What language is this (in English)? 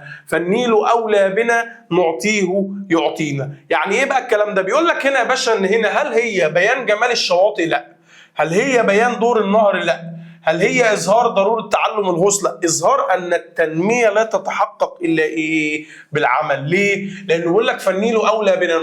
Egyptian Arabic